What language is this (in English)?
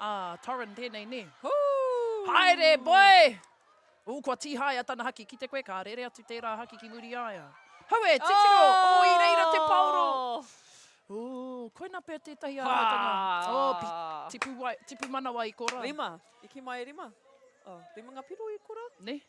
Māori